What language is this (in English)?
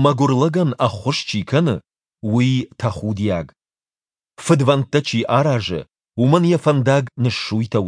Ossetic